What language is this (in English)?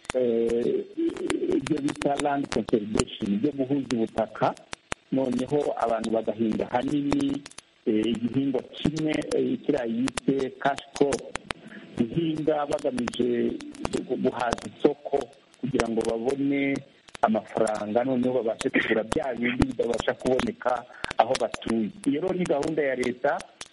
Kinyarwanda